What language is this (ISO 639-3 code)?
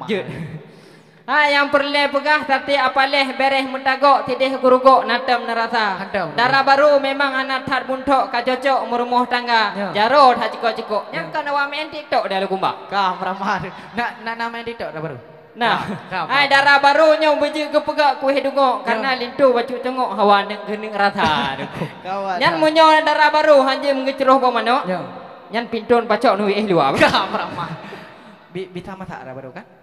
ace